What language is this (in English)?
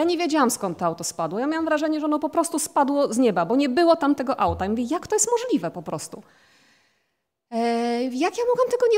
Polish